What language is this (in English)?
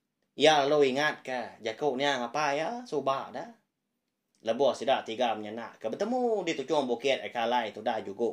Iban